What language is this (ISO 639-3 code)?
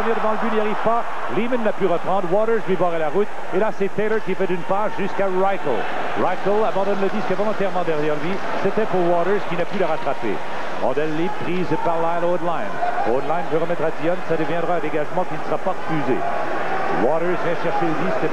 fra